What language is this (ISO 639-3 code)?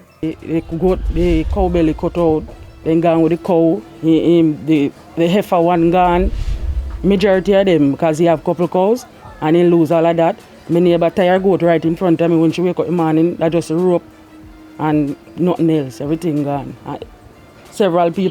jam